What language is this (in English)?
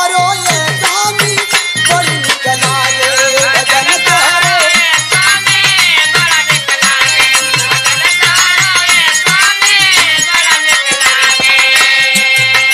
Bhojpuri